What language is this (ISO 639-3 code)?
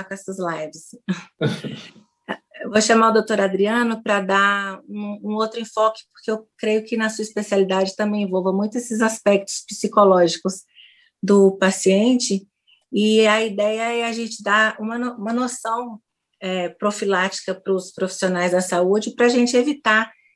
por